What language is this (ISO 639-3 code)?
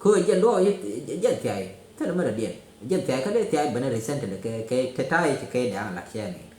nus